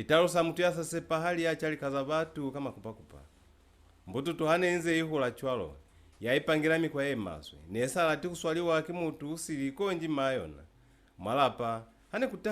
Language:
Lozi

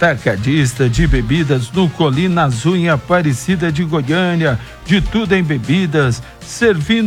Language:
Portuguese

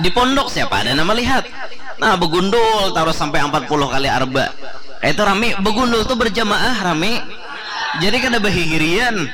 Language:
Banjar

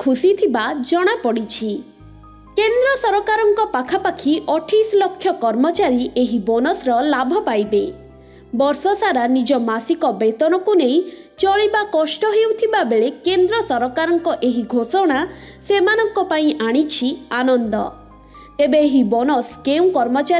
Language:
Odia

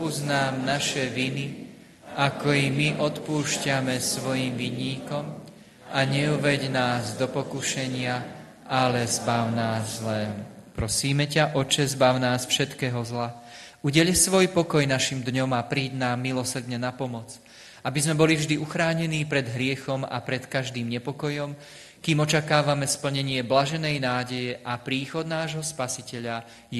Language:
Slovak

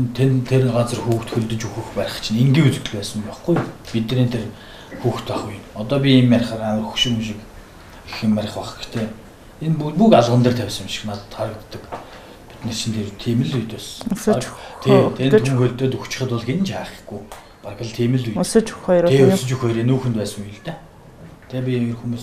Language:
Mongolian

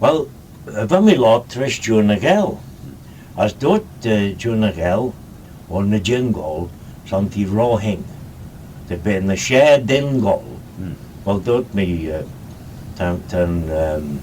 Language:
Manx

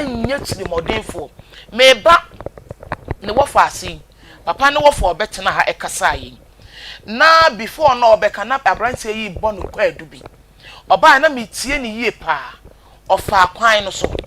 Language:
Akan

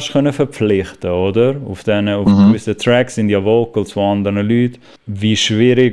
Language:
Swiss German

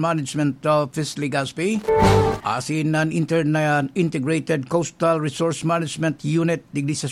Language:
Bikol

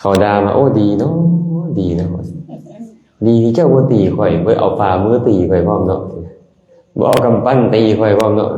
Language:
Lao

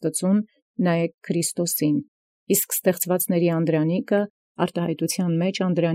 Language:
Armenian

